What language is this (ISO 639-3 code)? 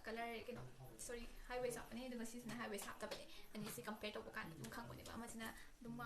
mni